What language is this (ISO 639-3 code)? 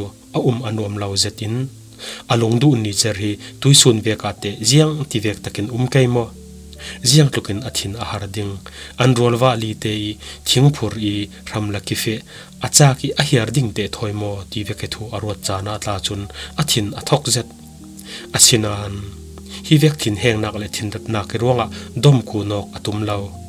cfm